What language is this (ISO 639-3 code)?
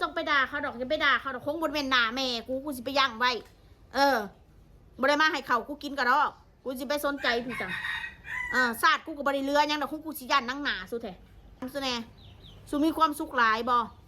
tts